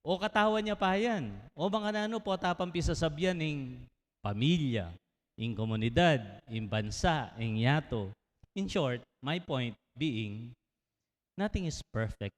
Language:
Pampanga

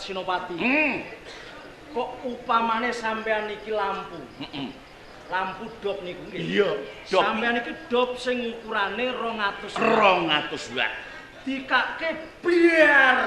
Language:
Javanese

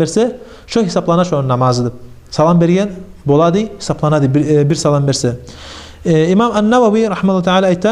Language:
Kumyk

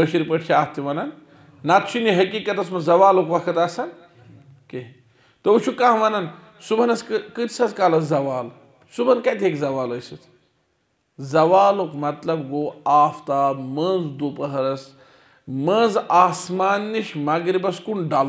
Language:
Kashmiri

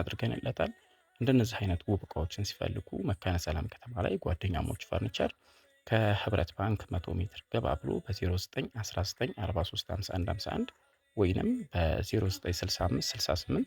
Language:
Amharic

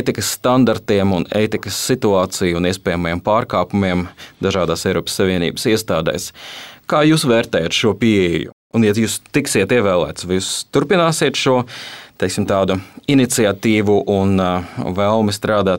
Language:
Latvian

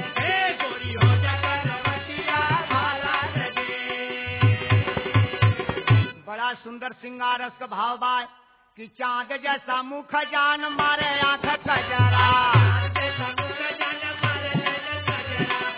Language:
Bhojpuri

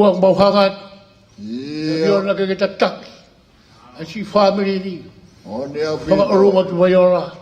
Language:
Tongan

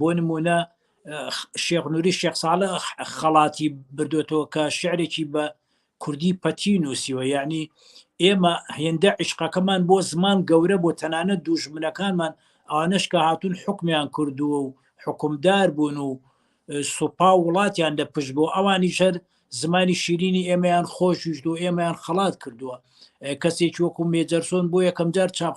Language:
Central Kurdish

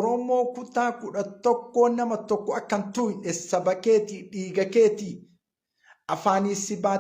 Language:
Oromo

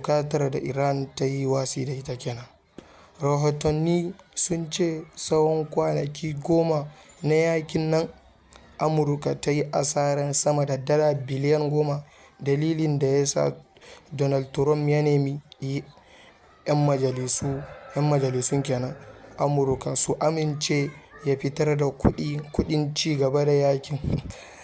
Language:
Hausa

